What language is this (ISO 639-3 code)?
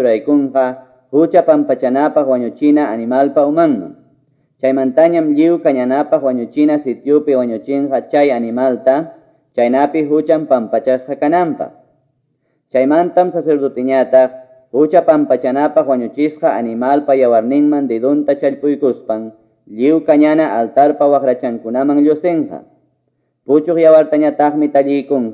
que